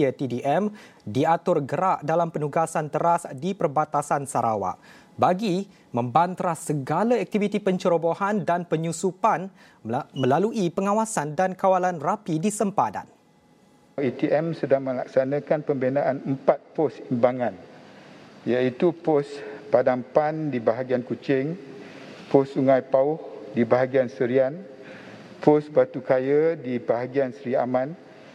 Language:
Malay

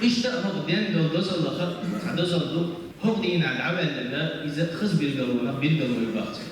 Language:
Chechen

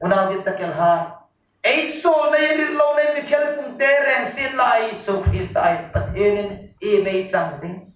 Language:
Hmar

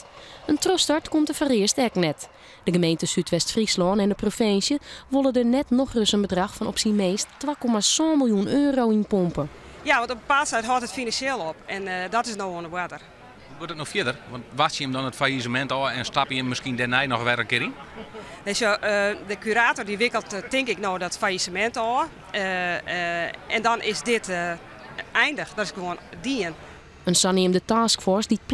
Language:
Western Frisian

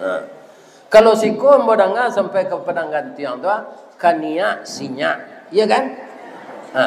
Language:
Minangkabau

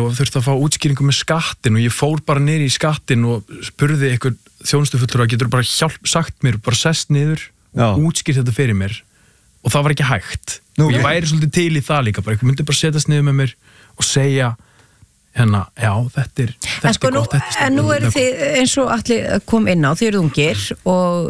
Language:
Icelandic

